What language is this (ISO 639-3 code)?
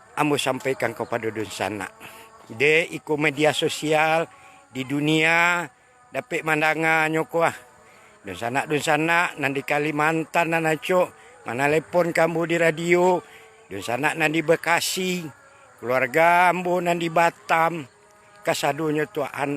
min